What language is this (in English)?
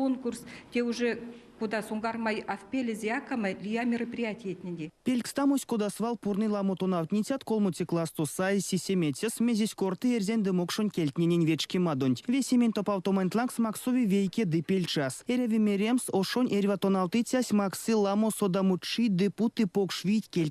Erzya